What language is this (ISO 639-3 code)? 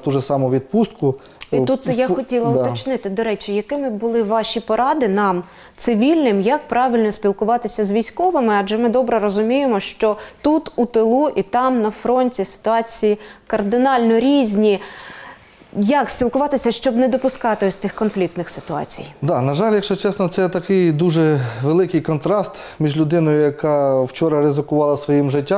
ukr